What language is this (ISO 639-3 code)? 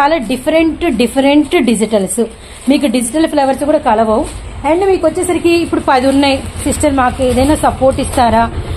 tel